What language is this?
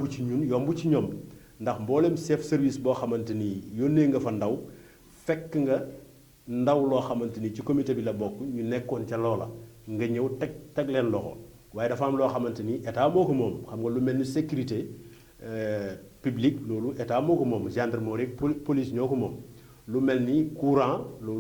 Wolof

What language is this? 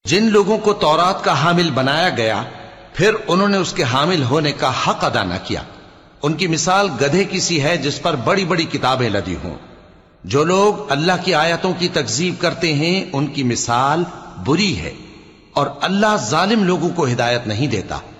Urdu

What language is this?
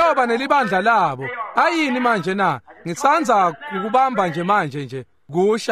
Swati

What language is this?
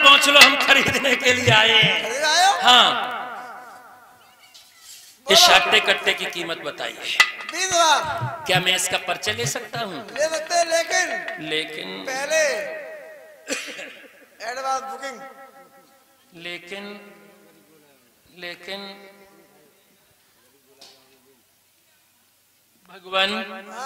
Hindi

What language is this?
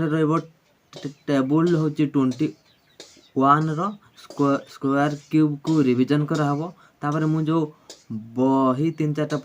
Odia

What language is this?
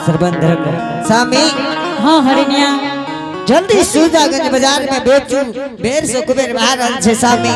Angika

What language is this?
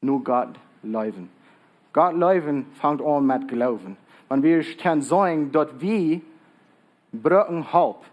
Plautdietsch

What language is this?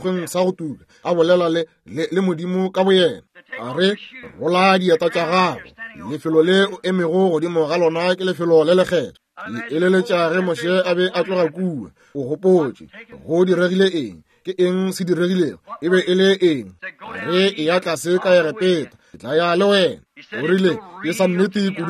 Northern Sotho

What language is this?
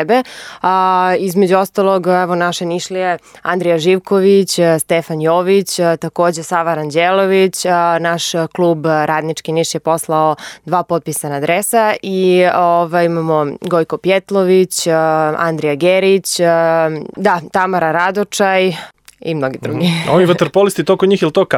Serbian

